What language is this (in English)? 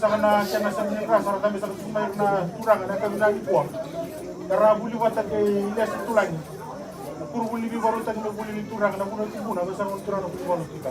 Fijian